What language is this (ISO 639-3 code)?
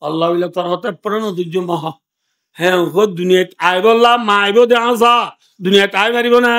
rhg